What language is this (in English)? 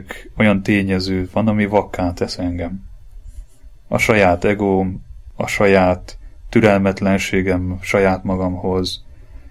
Hungarian